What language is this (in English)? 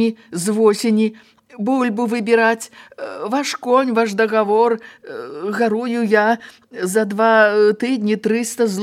Belarusian